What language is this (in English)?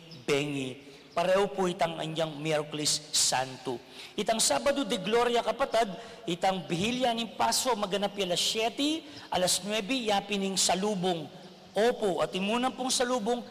Pampanga